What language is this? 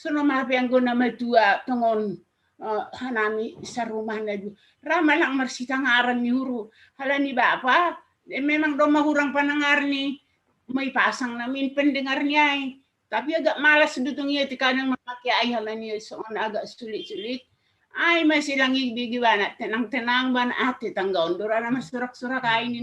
Batak Simalungun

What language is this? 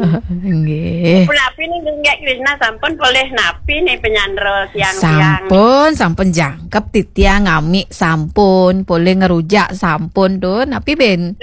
Balinese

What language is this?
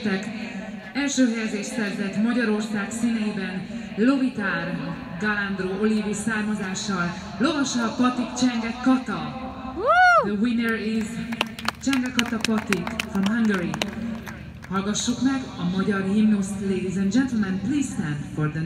Hungarian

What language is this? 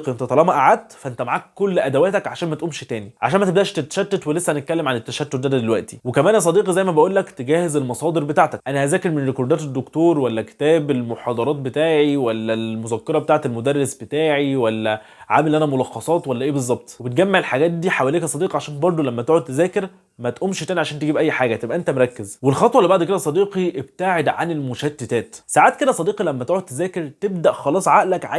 Egyptian Arabic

